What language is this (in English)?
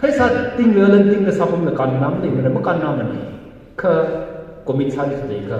Tangkhul Naga (India)